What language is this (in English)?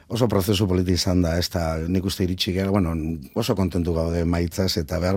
Basque